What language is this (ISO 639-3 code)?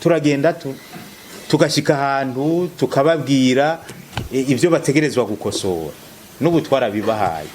run